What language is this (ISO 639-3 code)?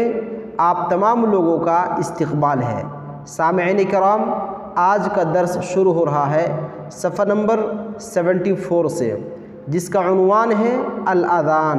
urd